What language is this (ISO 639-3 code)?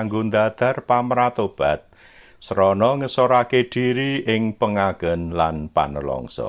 jav